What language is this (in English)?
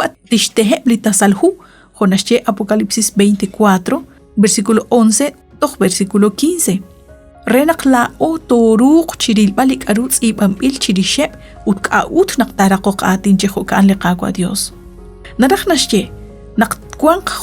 Kekchí